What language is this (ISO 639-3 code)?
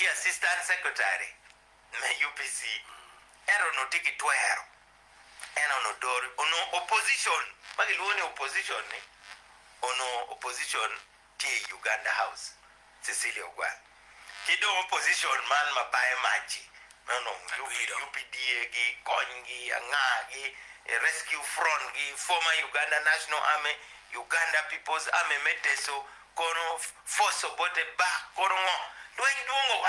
ach